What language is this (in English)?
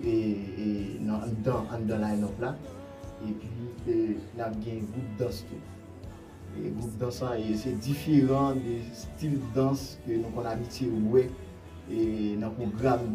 Haitian Creole